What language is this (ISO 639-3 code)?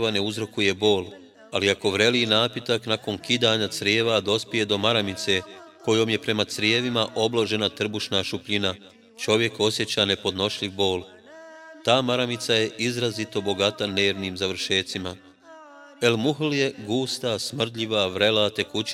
bos